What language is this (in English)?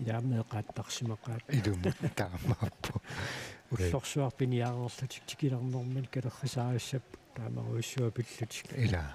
Kalaallisut